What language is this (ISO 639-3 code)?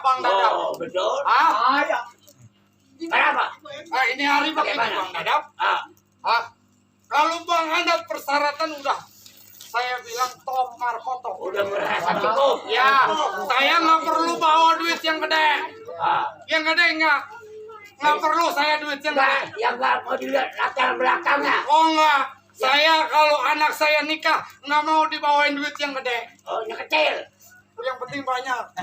bew